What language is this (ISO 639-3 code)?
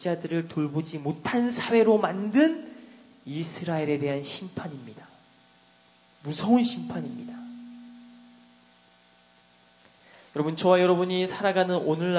kor